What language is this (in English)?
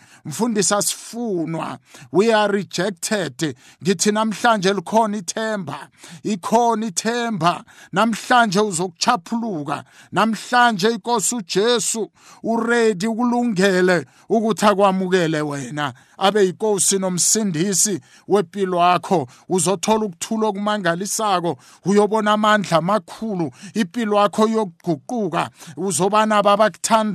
South Ndebele